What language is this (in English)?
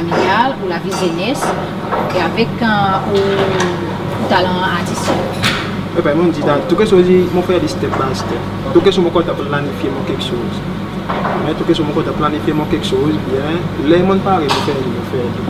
Seselwa Creole French